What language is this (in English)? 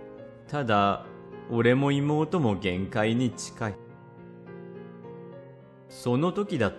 Japanese